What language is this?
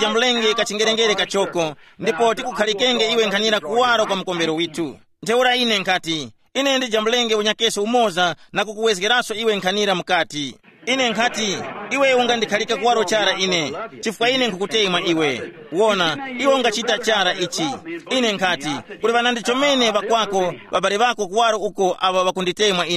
Tumbuka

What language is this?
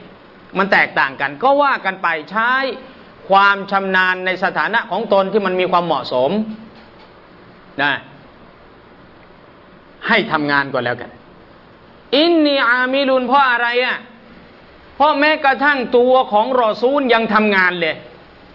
Thai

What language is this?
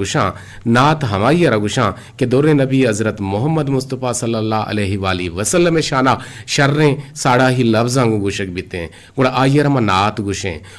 Eastern Balochi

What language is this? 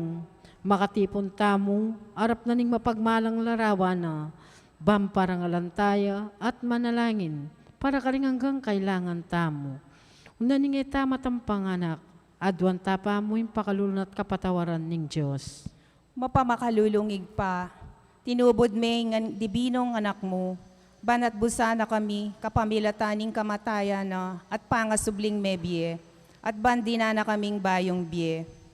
Pampanga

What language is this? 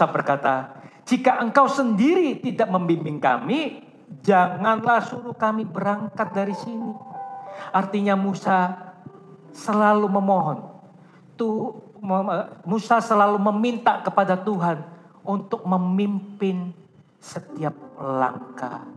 Indonesian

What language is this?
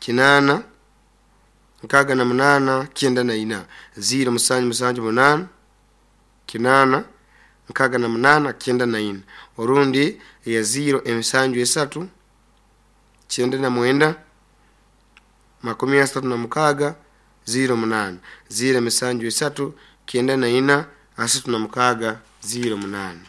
Nyoro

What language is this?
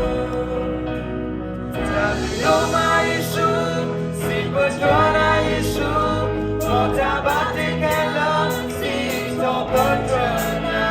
S'gaw Karen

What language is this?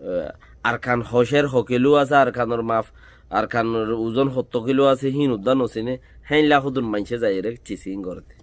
Rohingya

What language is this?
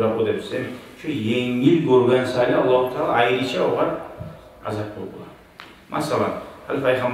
Kumyk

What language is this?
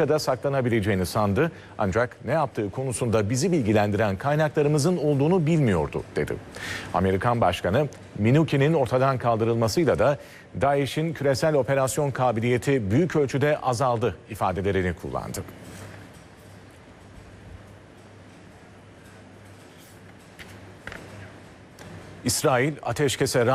Turkish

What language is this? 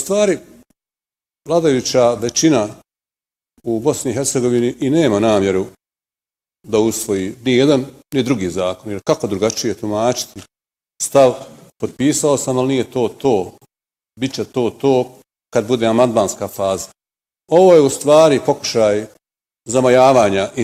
Bosnian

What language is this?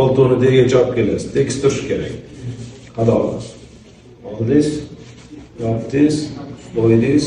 Uzbek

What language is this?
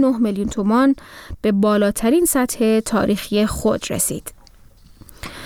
Persian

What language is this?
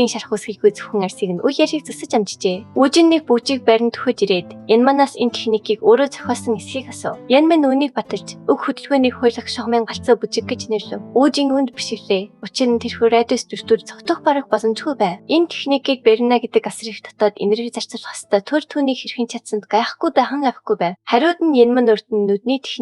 Mongolian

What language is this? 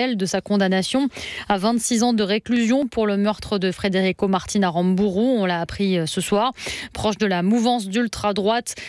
French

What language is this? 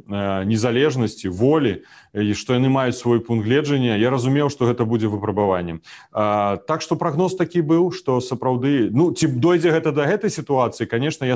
Belarusian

